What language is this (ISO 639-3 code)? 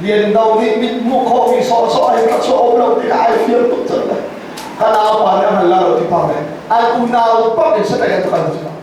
cnh